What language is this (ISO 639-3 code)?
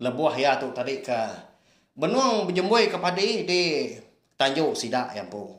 iba